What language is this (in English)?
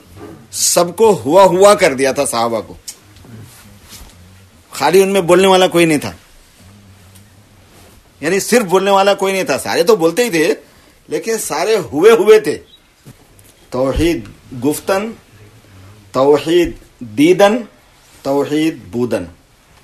Urdu